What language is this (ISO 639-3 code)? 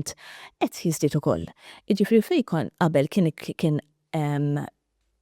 mlt